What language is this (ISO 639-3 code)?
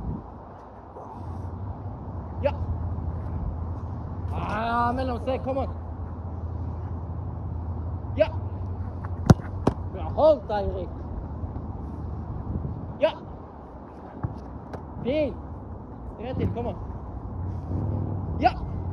nor